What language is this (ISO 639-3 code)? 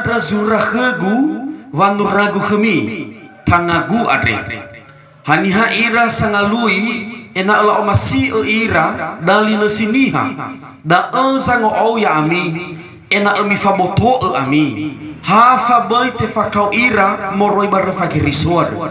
nia